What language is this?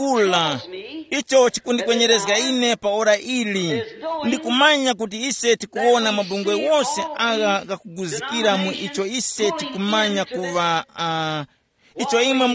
Tumbuka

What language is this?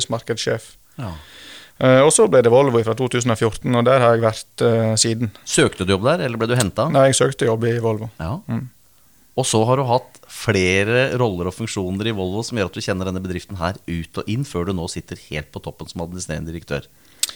Norwegian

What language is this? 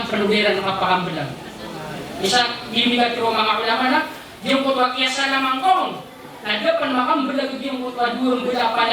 Maranao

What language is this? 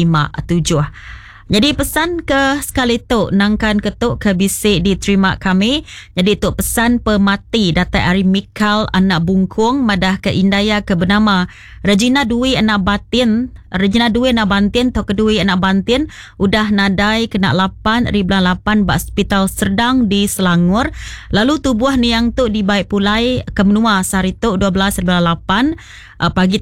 Iban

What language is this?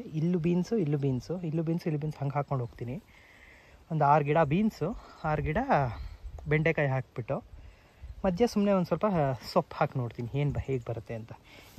Kannada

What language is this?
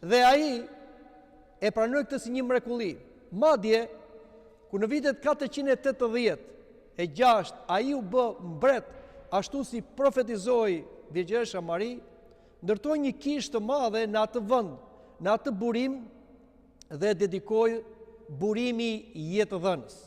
Albanian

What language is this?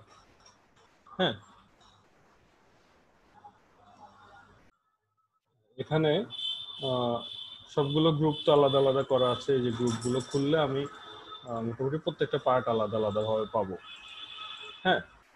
Bangla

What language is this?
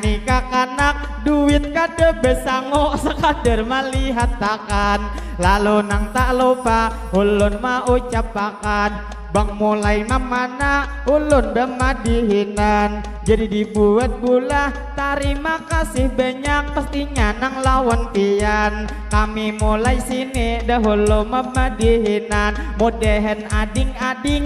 Banjar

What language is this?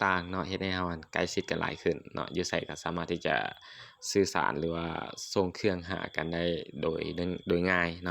Lao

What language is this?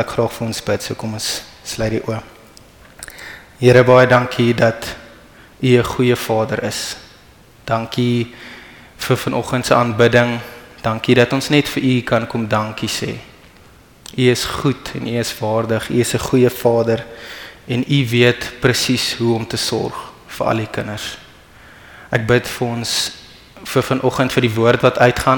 Afrikaans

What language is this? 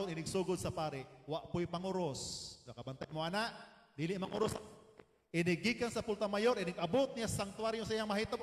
Cebuano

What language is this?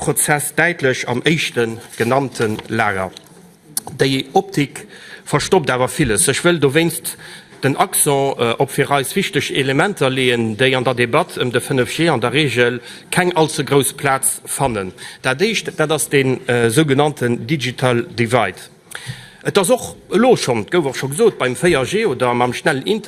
Luxembourgish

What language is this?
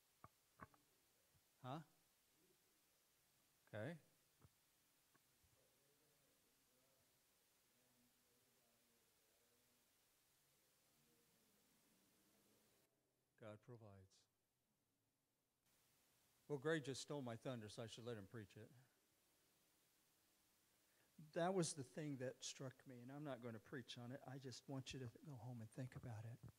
English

